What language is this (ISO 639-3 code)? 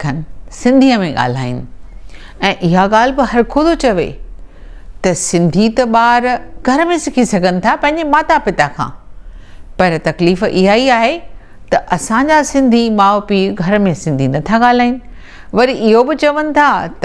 snd